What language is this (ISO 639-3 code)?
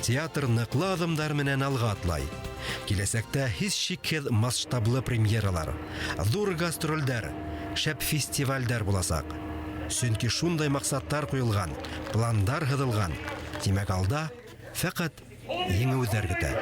bak